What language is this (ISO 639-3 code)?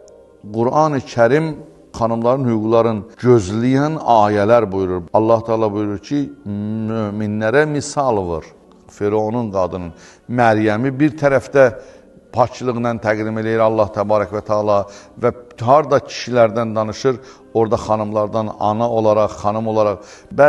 aze